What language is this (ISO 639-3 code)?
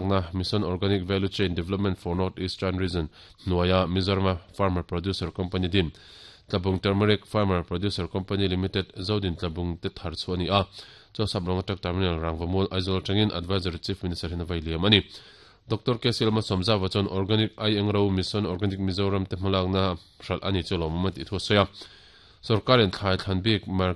lus